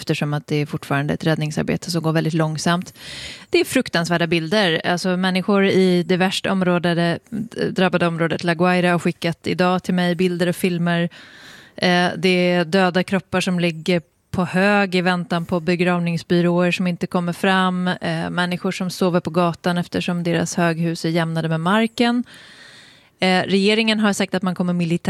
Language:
Swedish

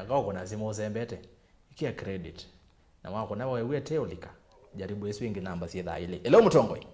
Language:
Kamba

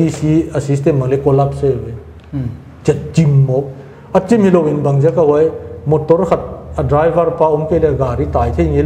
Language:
Paite Chin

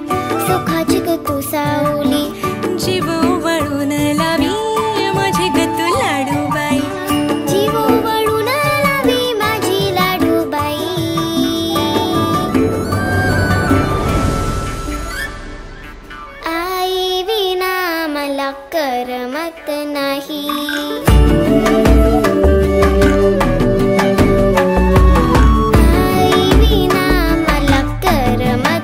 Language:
Marathi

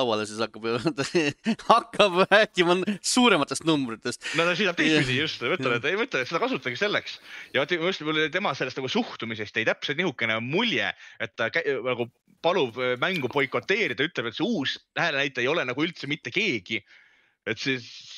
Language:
Estonian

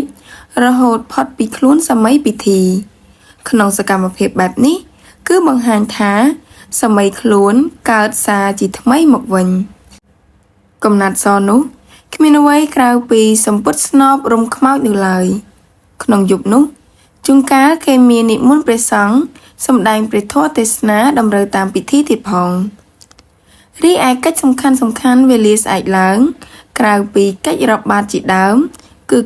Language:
Khmer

